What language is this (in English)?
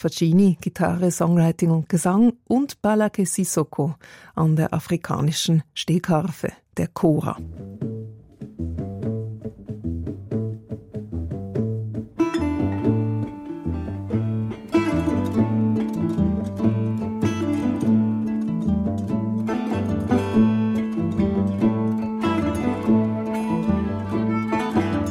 German